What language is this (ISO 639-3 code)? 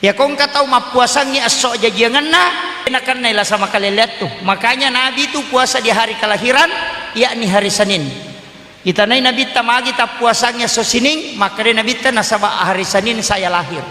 bug